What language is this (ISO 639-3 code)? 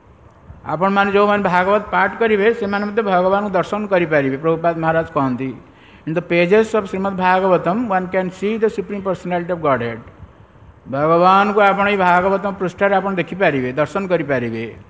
ori